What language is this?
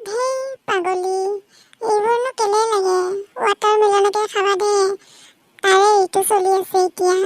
Assamese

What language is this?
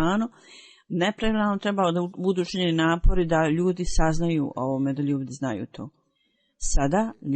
Bosnian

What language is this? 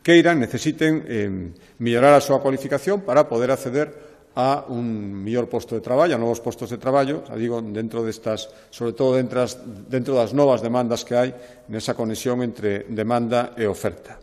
Galician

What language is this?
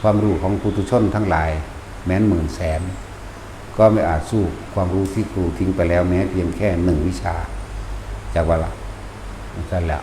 Northeastern Thai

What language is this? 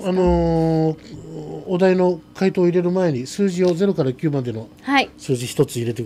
Japanese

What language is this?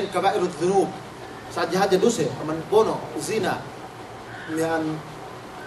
Yakan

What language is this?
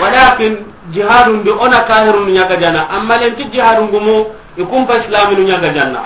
Soninke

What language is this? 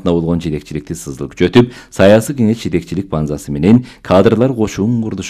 Kyrgyz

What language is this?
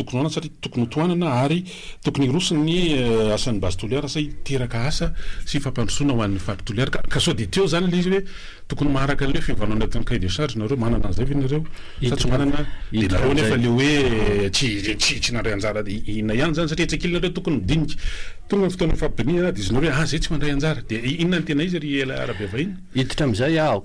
Malagasy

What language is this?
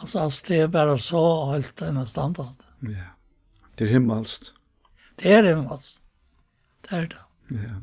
Faroese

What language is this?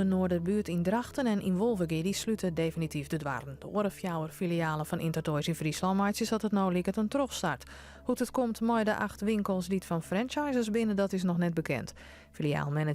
Western Frisian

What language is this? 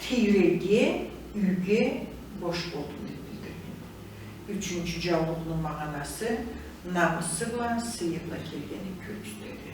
Karachay-Balkar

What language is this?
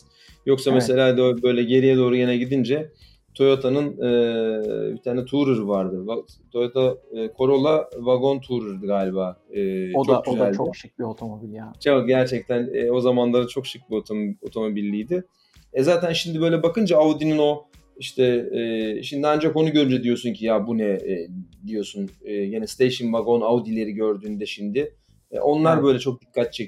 Turkish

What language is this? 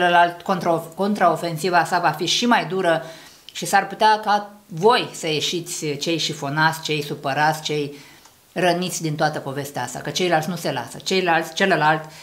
Romanian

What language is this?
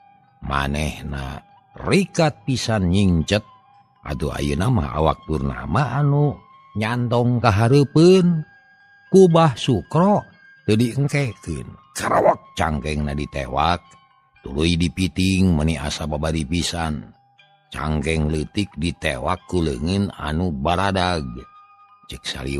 Sundanese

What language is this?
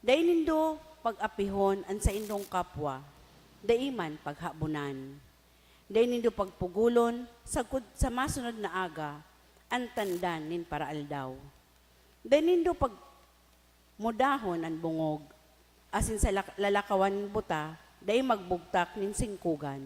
Bikol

